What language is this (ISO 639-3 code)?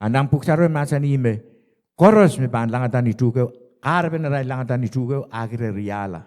pon